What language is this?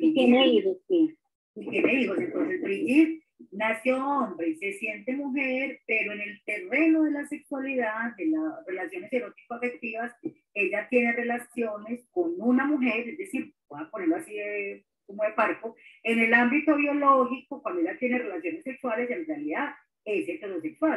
Spanish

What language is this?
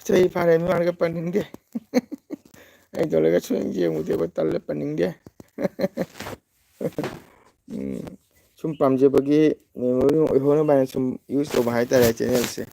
Manipuri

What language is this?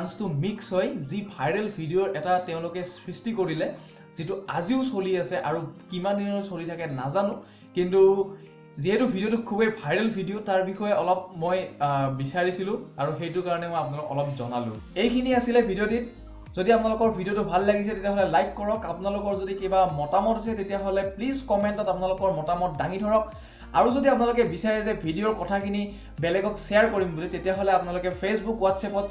Assamese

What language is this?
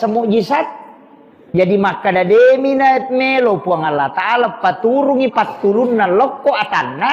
Buginese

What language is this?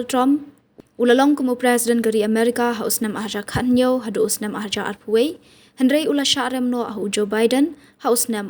Khasi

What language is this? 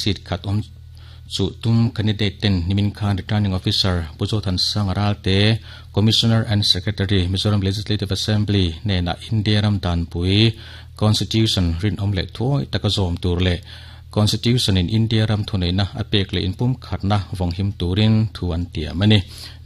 Mizo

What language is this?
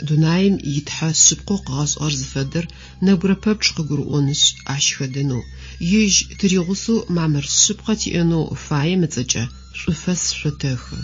Adyghe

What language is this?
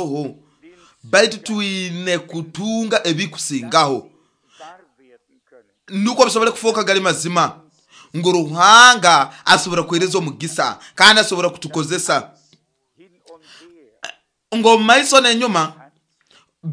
Nyoro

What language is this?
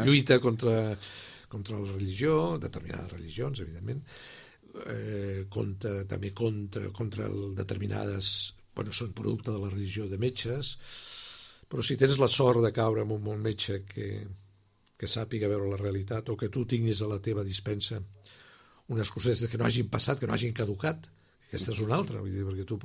Catalan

